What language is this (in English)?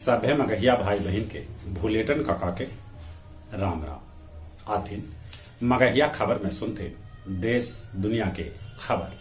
Magahi